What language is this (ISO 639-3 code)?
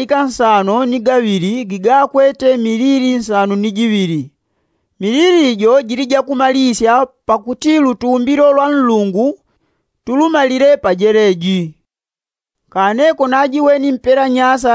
yao